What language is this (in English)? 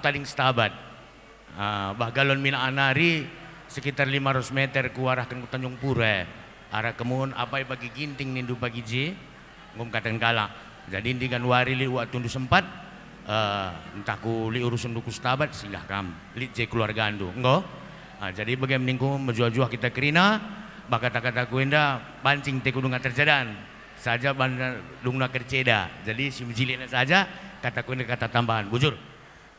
Batak Karo